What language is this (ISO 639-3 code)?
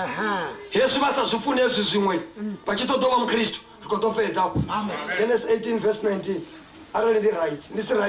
ven